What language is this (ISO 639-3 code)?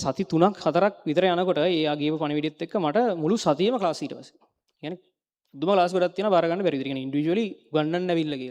sin